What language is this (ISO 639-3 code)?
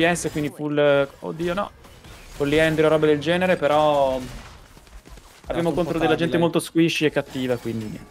ita